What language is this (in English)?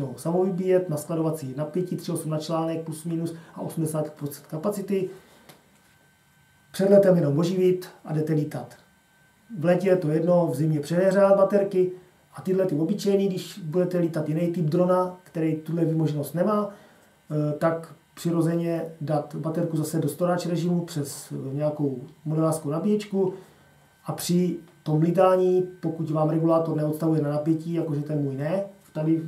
Czech